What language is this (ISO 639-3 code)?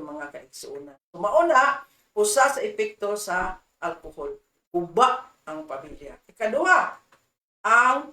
ceb